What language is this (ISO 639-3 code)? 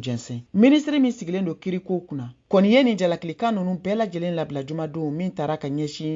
bam